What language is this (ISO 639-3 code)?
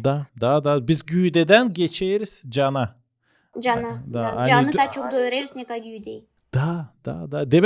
gag